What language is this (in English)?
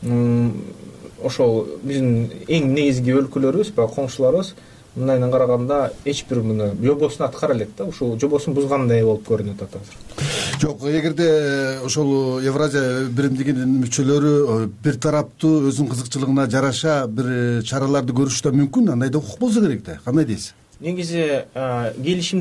Kyrgyz